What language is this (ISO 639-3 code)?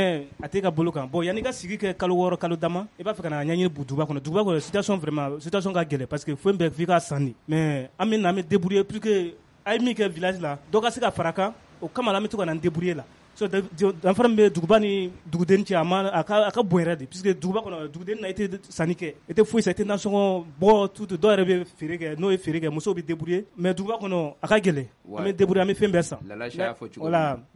bam